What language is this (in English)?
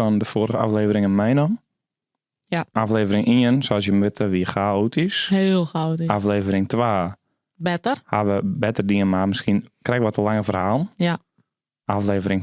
Western Frisian